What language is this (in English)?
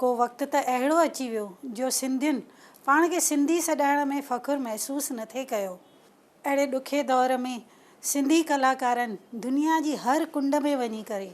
Sindhi